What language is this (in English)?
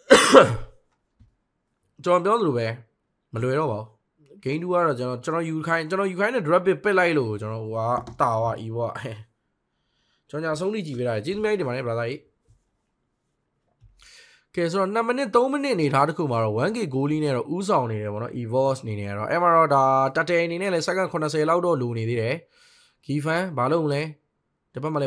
Burmese